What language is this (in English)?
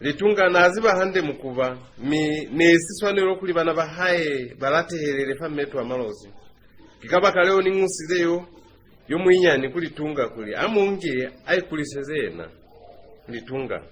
Lozi